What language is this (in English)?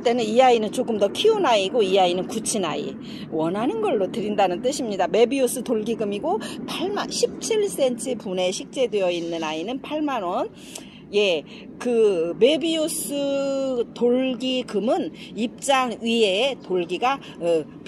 Korean